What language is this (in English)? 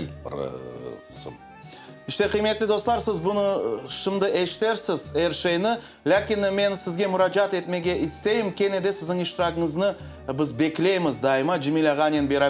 Crimean Tatar